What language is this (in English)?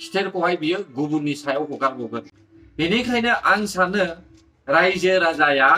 Bodo